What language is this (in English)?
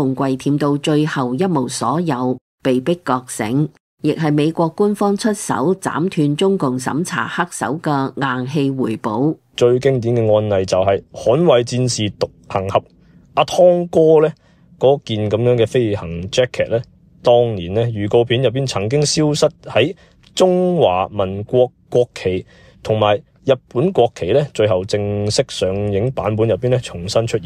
Cantonese